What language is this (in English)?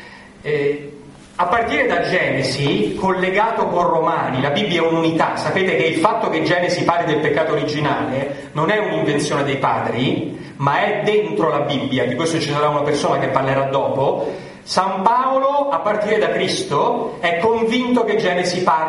Italian